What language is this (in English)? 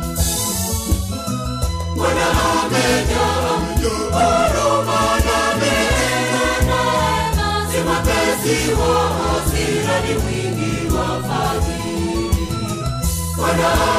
Swahili